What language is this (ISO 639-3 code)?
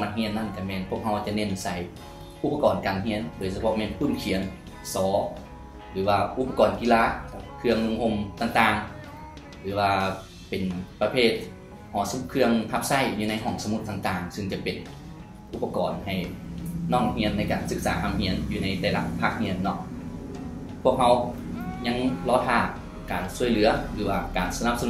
lao